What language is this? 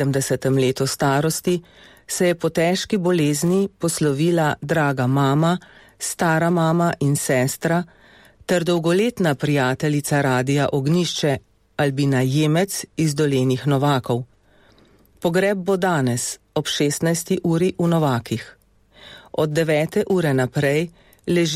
Slovenian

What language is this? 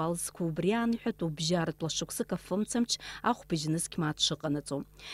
Abkhazian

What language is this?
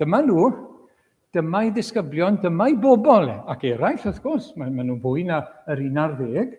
Welsh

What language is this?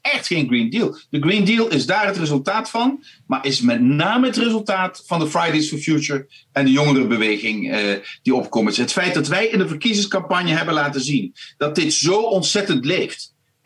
Dutch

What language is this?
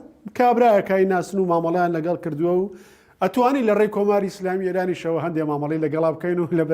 Central Kurdish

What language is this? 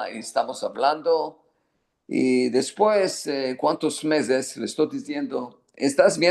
Ladino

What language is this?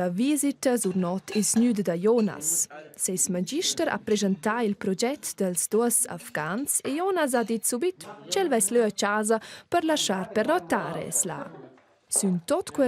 Romansh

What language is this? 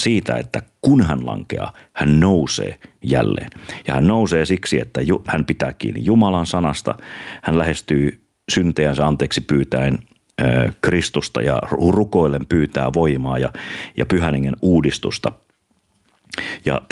Finnish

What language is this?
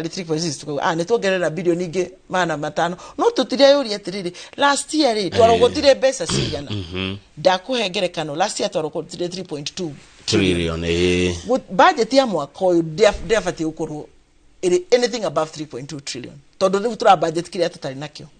Kikuyu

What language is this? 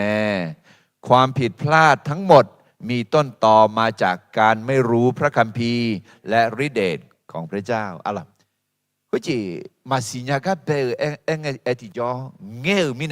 Akha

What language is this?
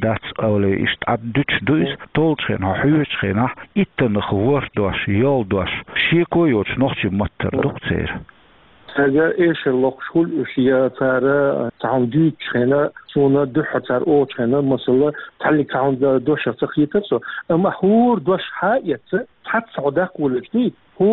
Chechen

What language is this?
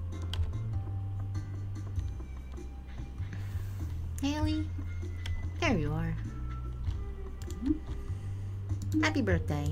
English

